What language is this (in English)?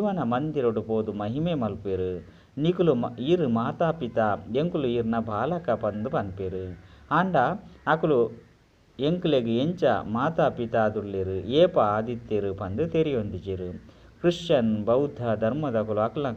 Tulu